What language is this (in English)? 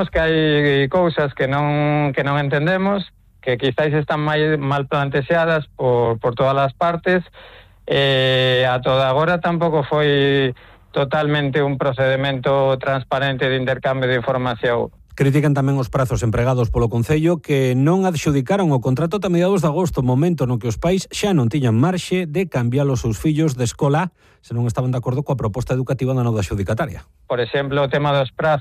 Galician